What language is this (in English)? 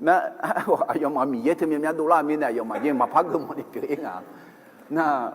Akha